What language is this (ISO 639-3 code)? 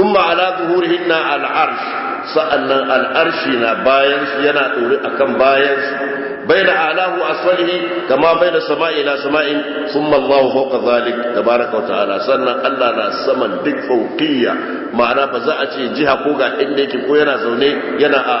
hau